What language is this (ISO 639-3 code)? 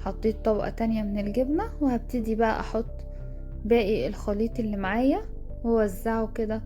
arz